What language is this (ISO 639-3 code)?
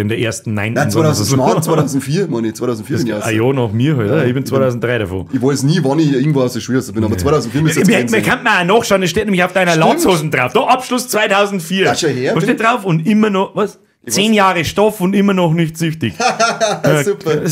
bar